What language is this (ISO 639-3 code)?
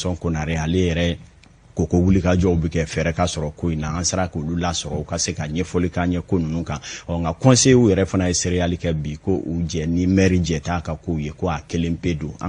bam